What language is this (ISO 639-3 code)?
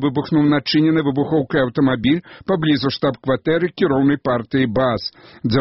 bel